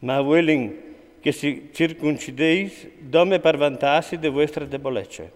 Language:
Friulian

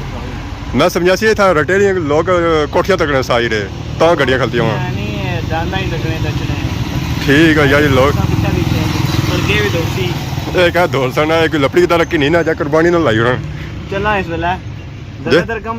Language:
Pahari-Potwari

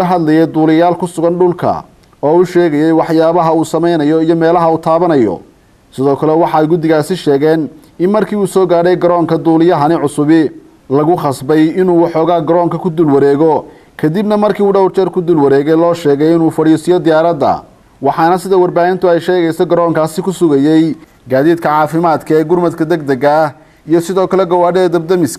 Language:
Somali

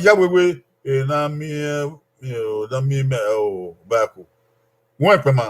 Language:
Bini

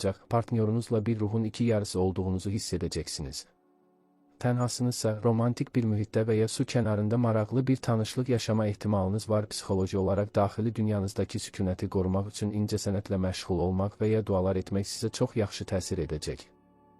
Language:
Azerbaijani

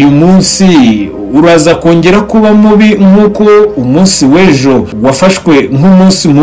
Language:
Kinyarwanda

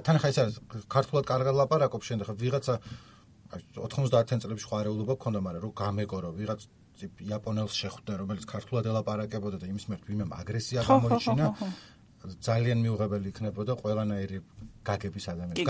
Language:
Georgian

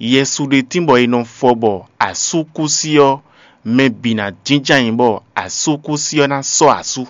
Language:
Fon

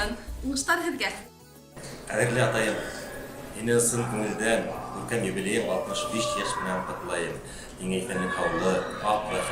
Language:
Bashkir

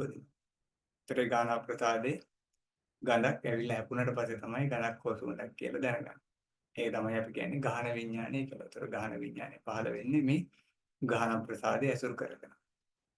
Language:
Sinhala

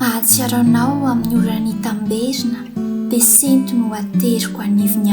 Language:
Malagasy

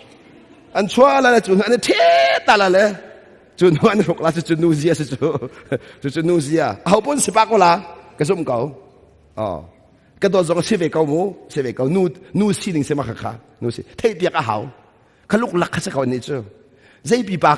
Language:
Hakha Chin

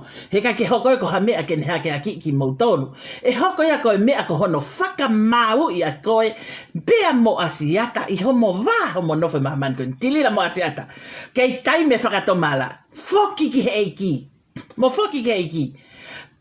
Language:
Tongan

